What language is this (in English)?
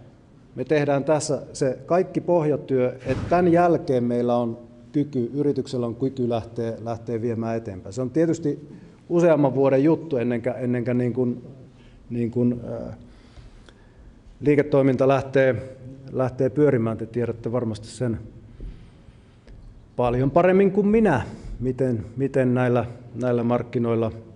Finnish